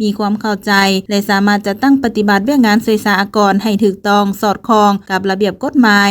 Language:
Lao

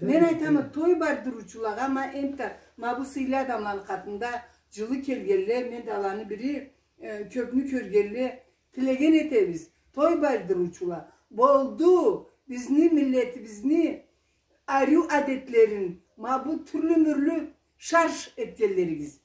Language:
Karachay-Balkar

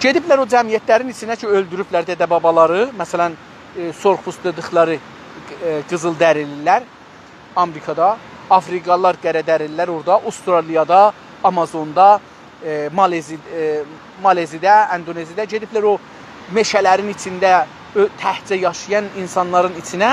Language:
South Azerbaijani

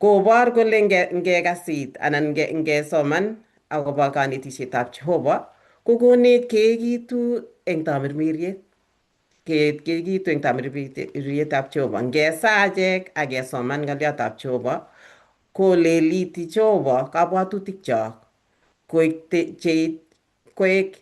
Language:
Kalenjin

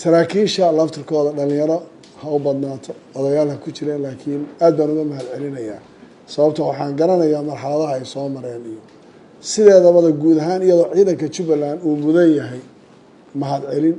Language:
Somali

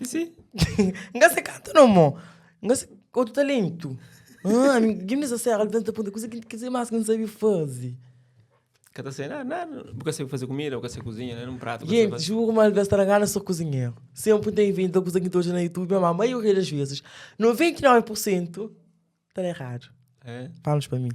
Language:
Kabuverdianu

